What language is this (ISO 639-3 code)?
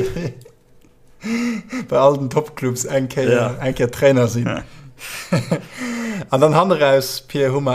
ltz